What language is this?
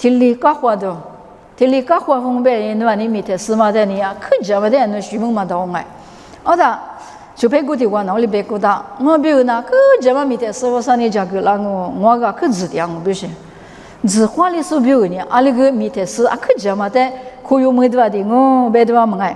Lisu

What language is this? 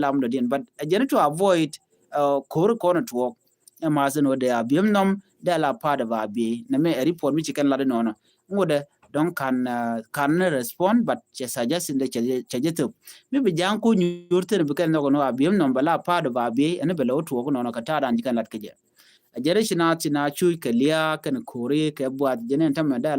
Nuer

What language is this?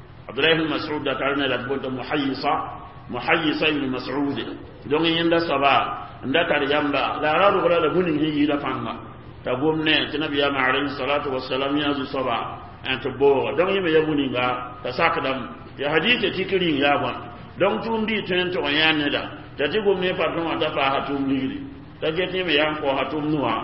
Mossi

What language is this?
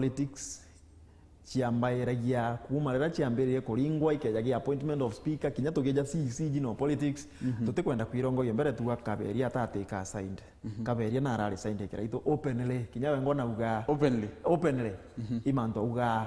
Meru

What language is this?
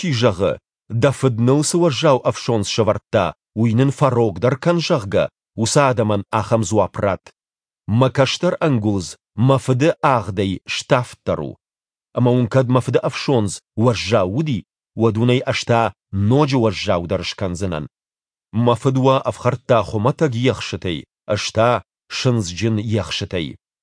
Ossetic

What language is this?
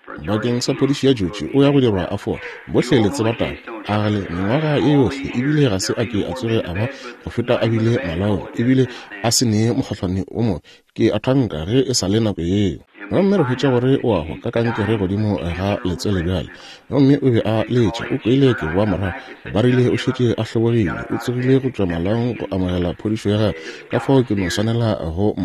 Northern Sotho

